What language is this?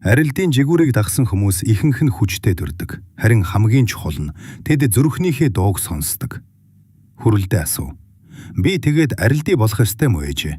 Mongolian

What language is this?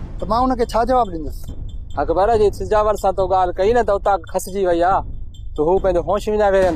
Sindhi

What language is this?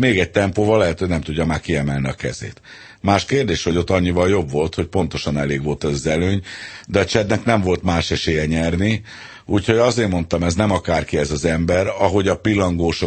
Hungarian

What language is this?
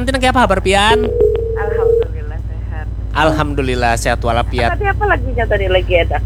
Banjar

